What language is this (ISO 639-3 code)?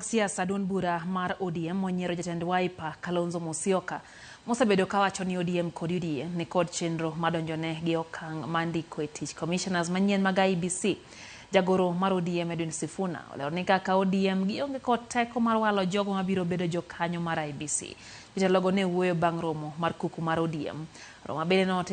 luo